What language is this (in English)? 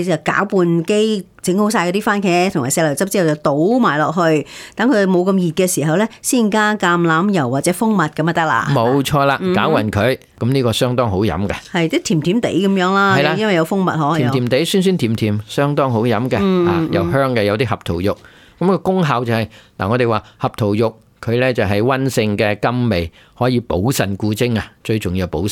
Cantonese